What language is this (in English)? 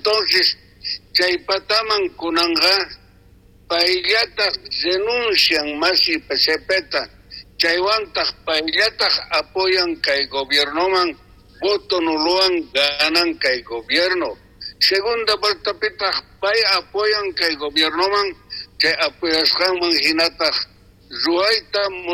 South Bolivian Quechua